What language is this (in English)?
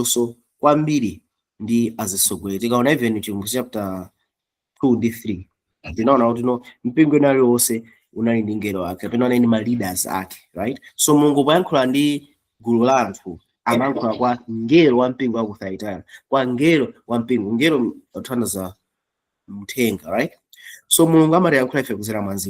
Nyanja